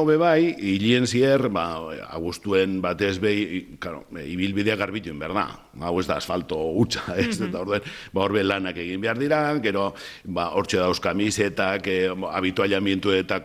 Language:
Basque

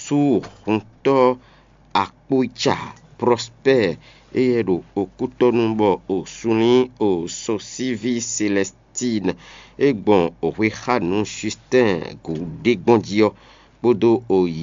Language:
Fon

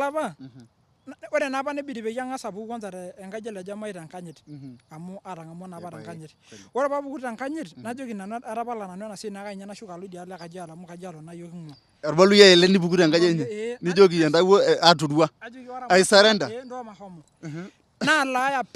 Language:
Masai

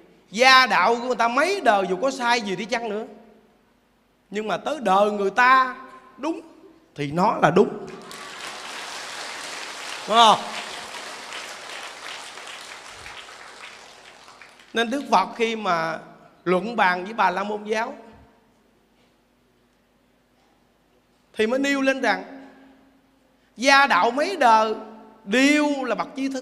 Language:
Vietnamese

